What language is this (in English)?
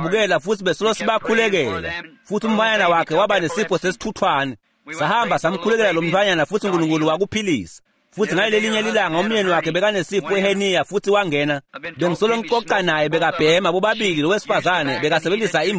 Swati